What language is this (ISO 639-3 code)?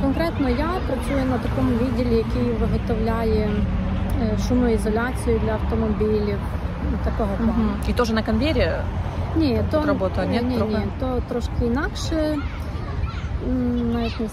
ukr